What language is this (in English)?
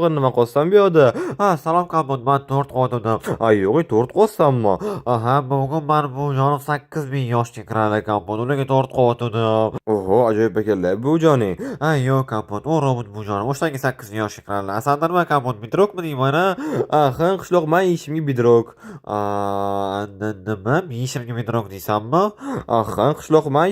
Uzbek